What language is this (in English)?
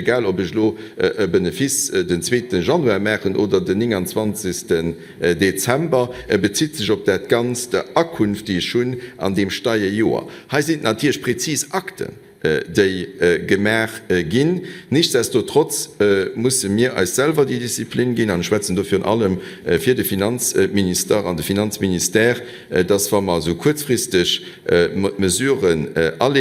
Luxembourgish